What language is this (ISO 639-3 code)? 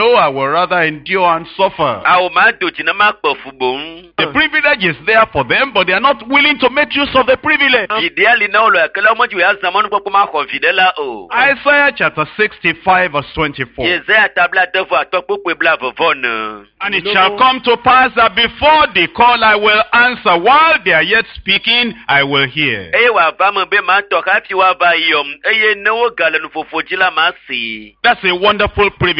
ewe